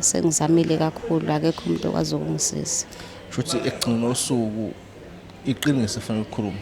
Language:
Zulu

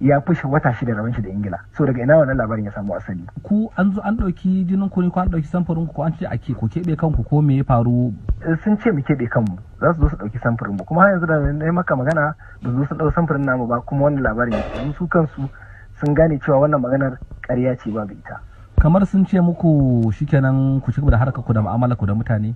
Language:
Hausa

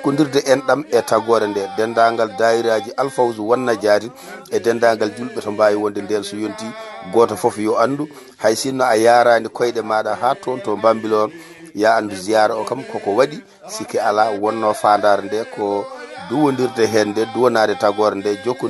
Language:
Fula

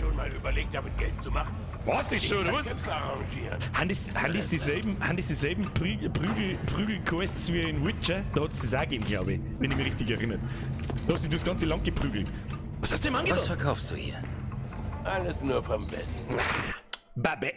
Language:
Bavarian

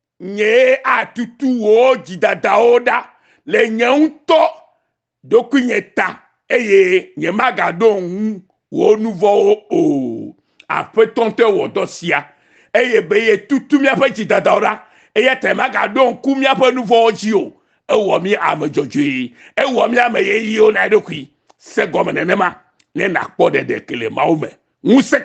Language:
Ewe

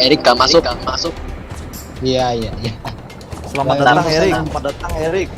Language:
Banjar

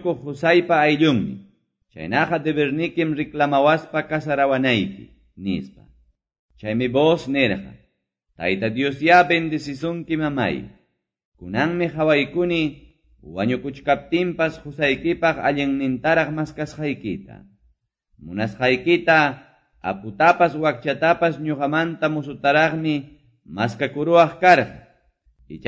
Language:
Ayacucho Quechua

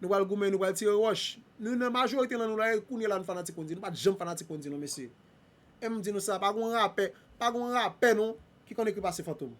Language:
Haitian Creole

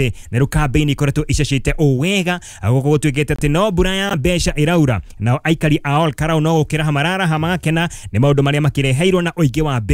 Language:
Kikuyu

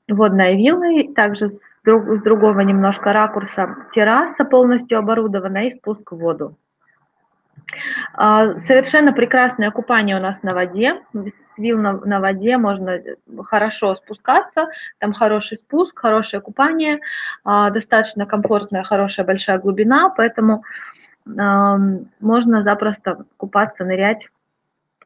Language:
Russian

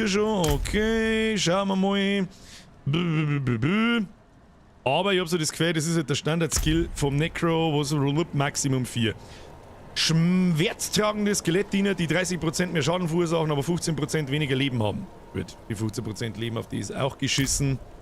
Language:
Bavarian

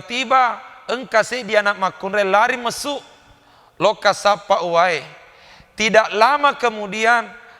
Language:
Buginese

